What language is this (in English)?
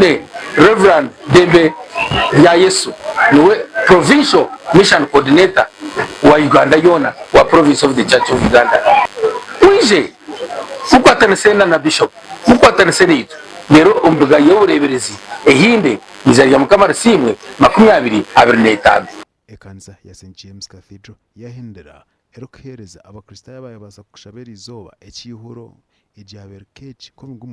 Nyankole